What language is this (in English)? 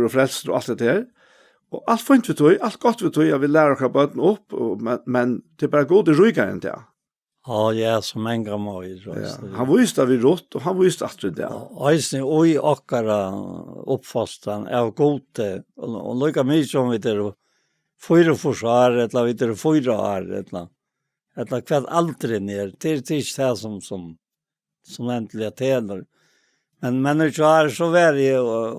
Faroese